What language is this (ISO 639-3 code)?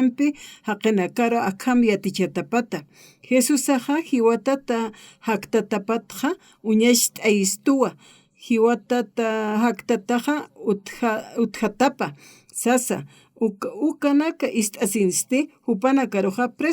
aym